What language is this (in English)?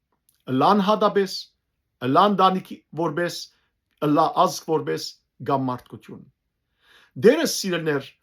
Western Armenian